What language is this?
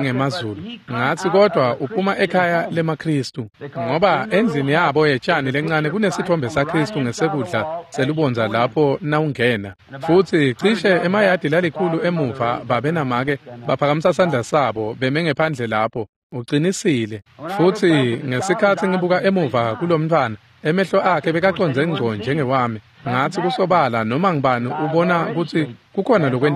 Swati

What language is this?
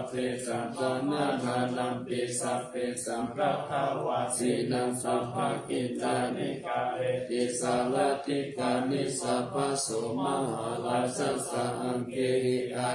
Pali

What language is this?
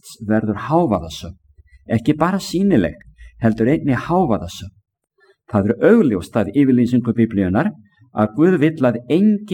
Icelandic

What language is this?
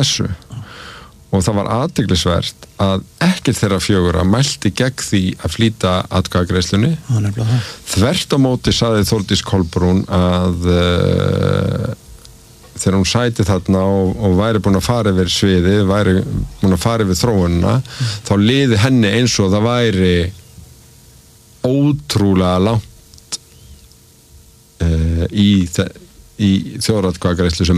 Icelandic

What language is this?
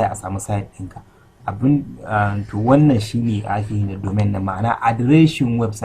Hausa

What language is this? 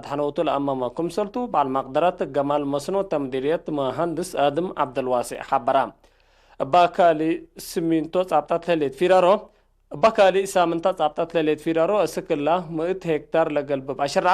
Tigre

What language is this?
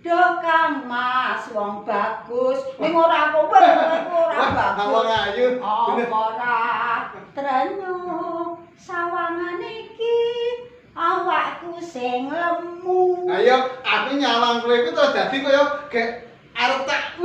Javanese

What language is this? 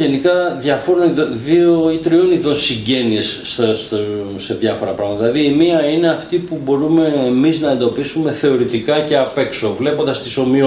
Greek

